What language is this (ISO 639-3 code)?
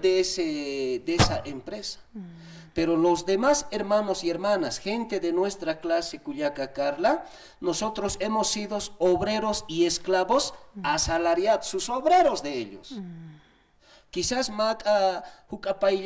aym